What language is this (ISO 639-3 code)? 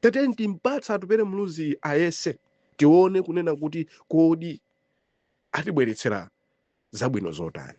nya